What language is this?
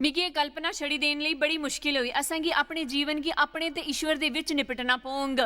Dogri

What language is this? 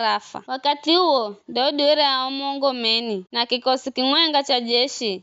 Giryama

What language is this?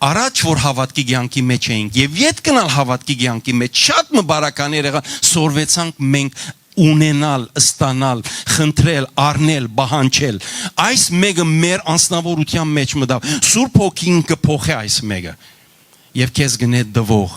Western Armenian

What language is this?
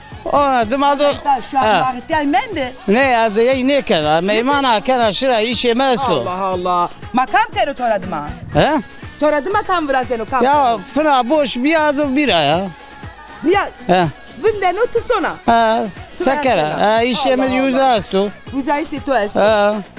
Zaza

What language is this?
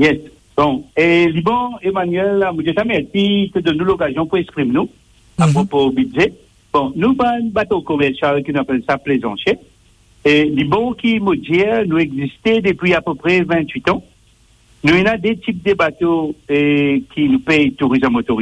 Morisyen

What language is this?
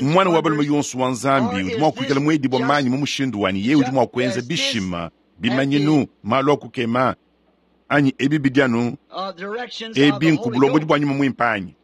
Luba-Lulua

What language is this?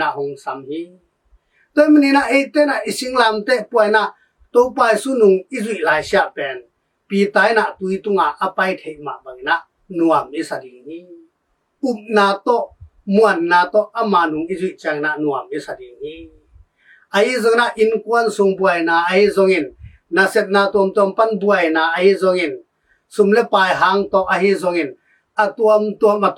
Tedim Chin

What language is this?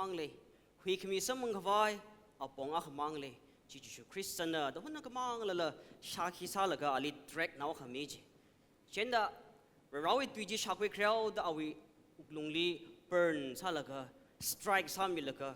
Tangkhul Naga (India)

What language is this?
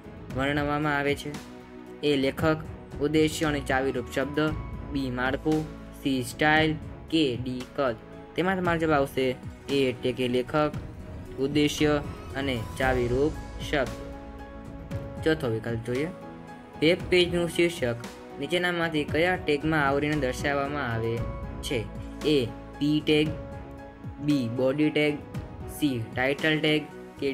Gujarati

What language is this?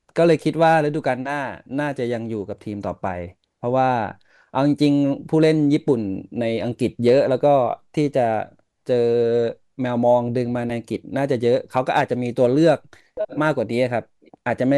Thai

